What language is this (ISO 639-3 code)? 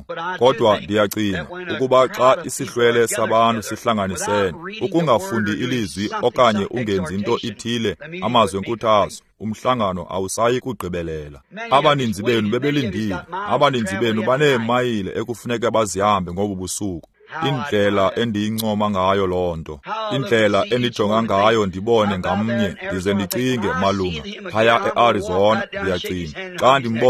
xho